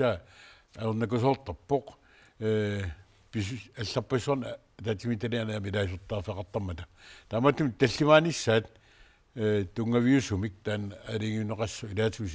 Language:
Kalaallisut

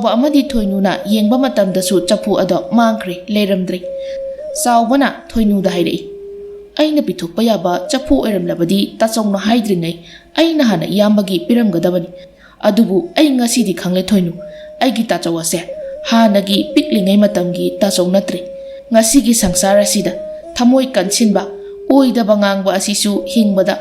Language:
Manipuri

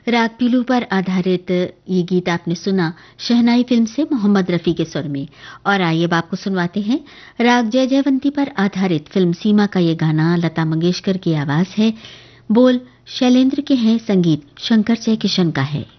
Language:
Hindi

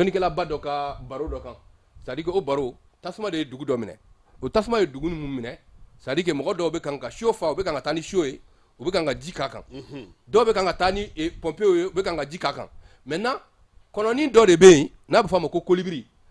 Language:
Bambara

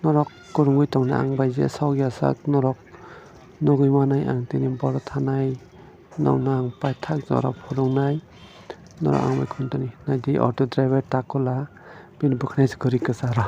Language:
Kok Borok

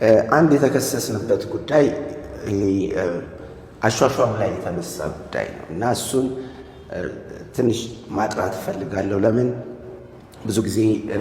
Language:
Amharic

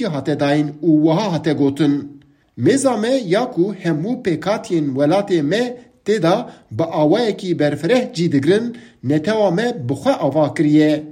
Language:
Kurdish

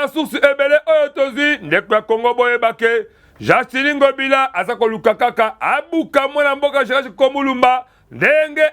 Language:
Lingala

